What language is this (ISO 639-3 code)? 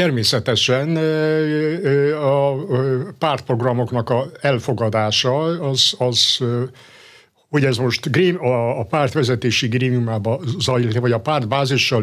hun